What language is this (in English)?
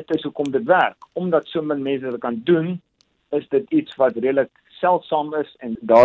Afrikaans